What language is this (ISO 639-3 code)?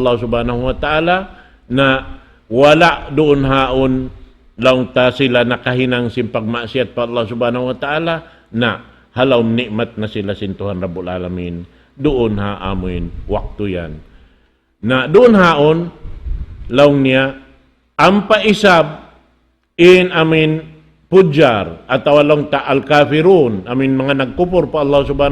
tsg